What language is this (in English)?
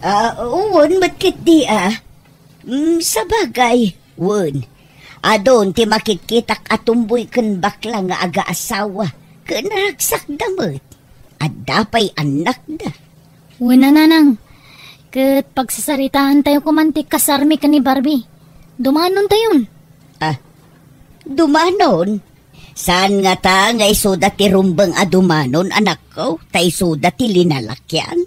Iloko